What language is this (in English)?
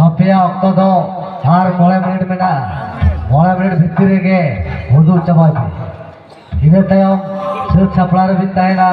Santali